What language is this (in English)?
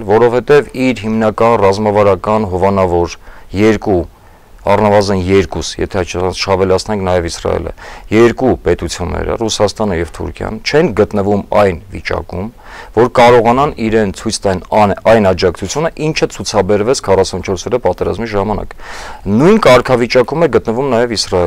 Armenian